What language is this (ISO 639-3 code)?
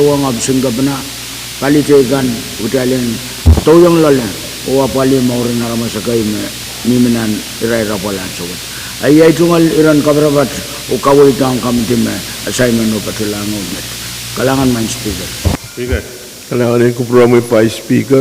pon